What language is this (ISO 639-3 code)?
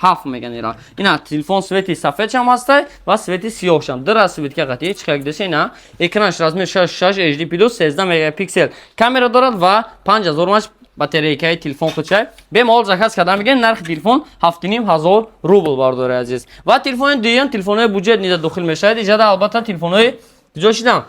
tgk